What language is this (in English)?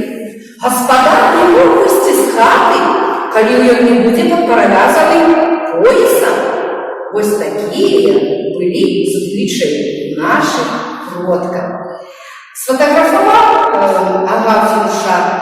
Belarusian